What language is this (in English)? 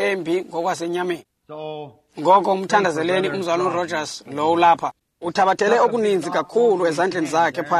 Xhosa